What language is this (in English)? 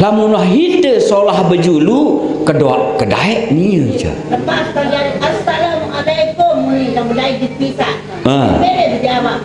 Sasak